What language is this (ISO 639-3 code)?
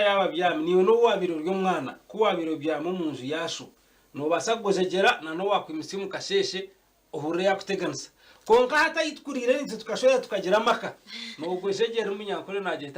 nyn